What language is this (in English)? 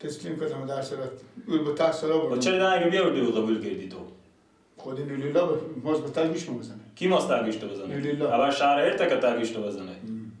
Persian